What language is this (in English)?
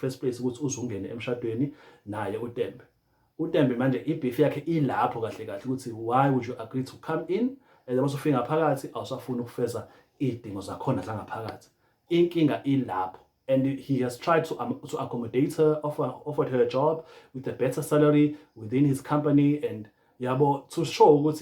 Zulu